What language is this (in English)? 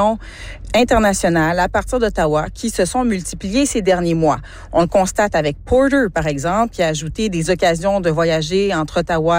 French